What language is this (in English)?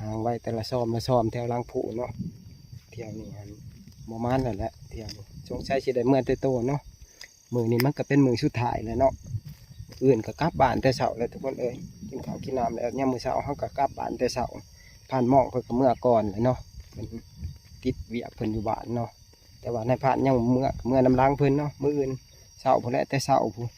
Northeastern Thai